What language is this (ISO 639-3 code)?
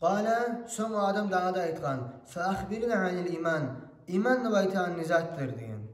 kum